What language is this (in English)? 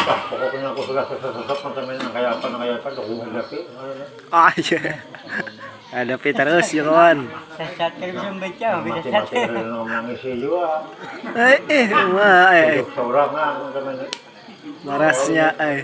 Banjar